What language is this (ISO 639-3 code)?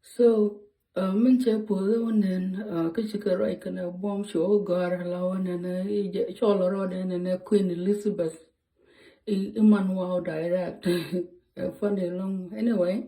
nus